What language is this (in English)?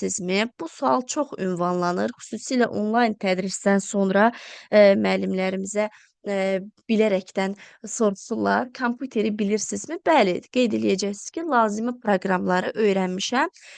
Azerbaijani